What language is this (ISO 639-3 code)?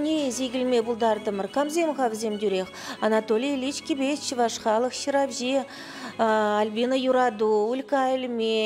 chv